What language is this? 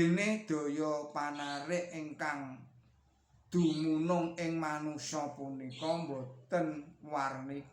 Javanese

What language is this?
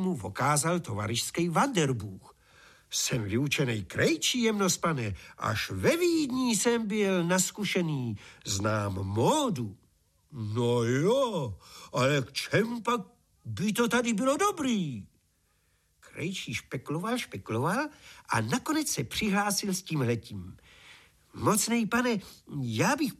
Czech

